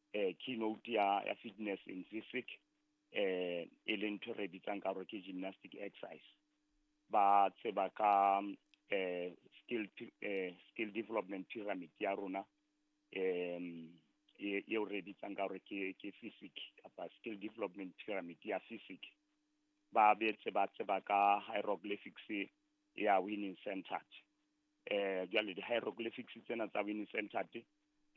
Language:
Southern Sotho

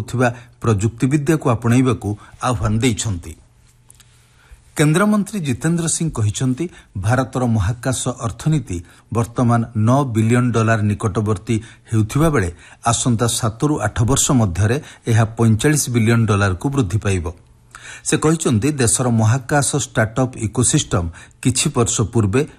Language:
Odia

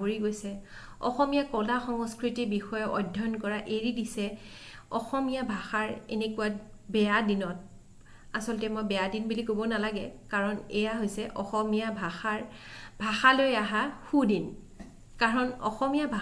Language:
Assamese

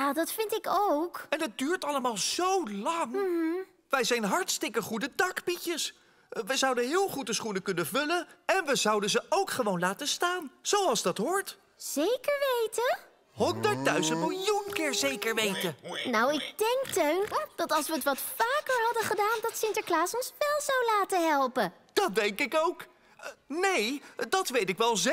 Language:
Dutch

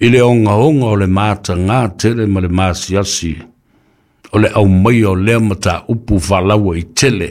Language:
Samoan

